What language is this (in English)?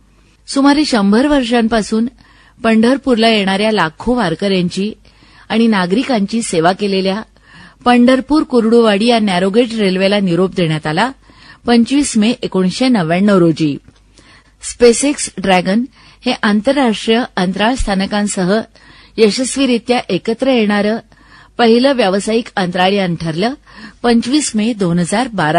Marathi